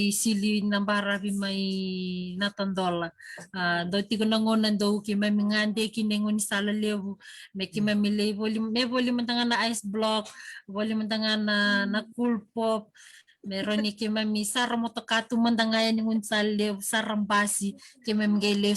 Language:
Fijian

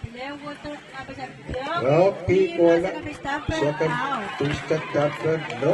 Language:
Pohnpeian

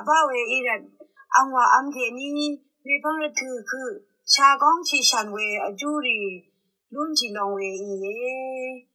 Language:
Rawang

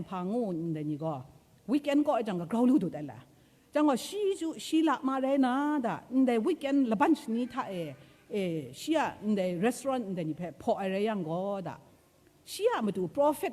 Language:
Kachin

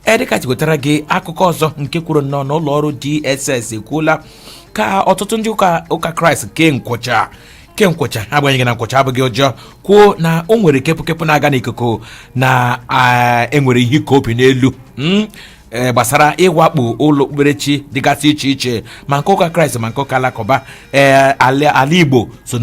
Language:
Igbo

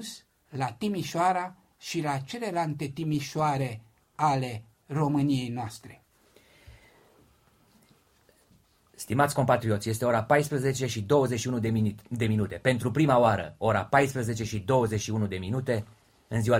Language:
Romanian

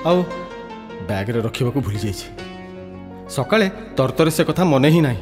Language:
Odia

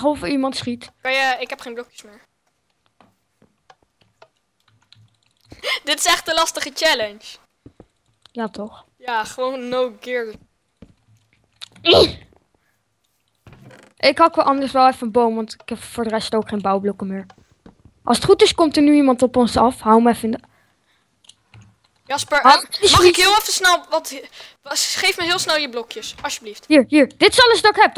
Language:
Dutch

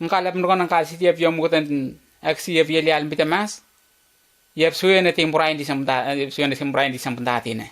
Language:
Letemboi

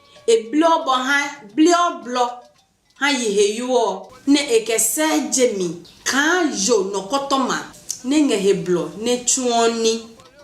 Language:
Adangme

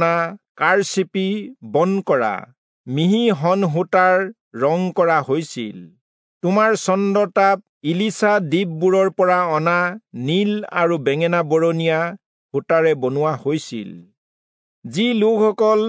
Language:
Assamese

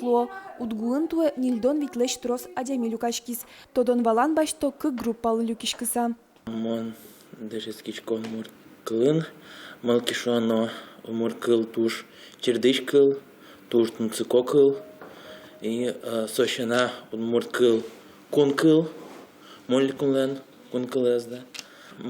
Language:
Udmurt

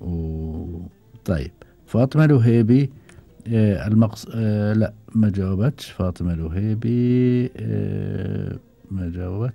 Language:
Gulf Arabic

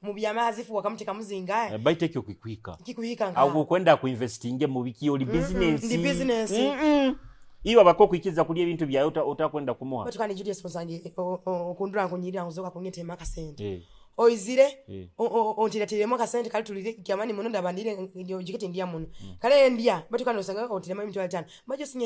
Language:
Nyoro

